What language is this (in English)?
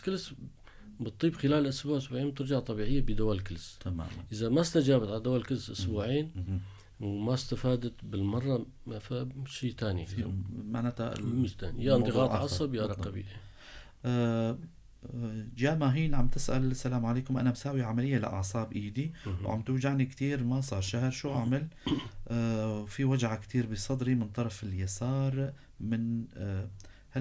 North Levantine Arabic